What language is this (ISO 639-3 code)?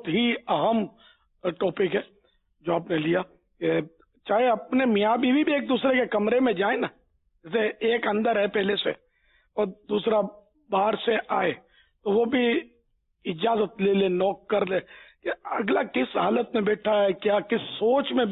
urd